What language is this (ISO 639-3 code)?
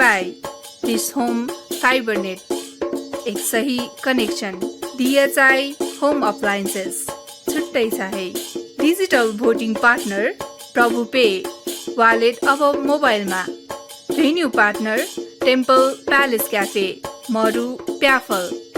new